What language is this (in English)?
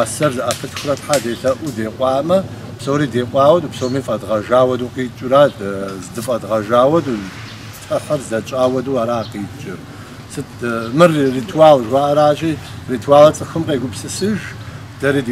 Kabardian